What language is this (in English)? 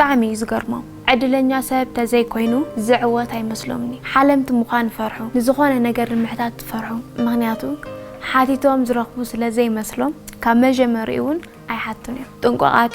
Tigrinya